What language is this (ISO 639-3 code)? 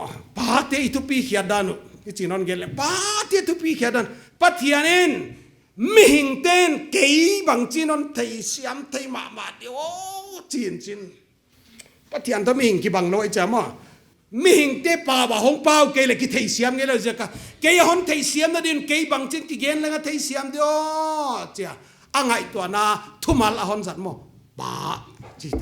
pck